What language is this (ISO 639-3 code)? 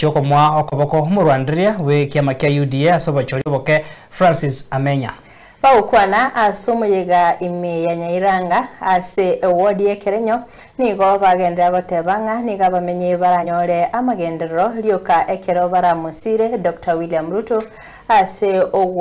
guz